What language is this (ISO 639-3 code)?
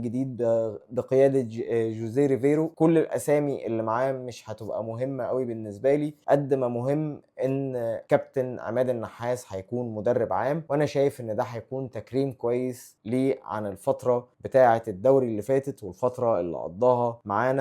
arz